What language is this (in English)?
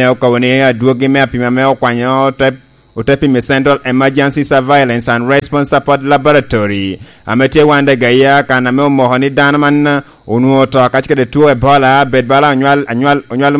Lango (Uganda)